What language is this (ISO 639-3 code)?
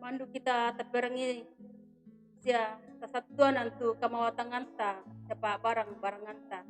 sda